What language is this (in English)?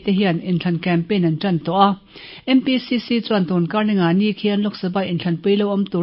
Mizo